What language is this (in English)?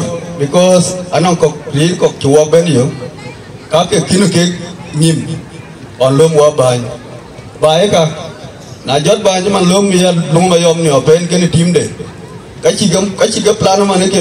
Dinka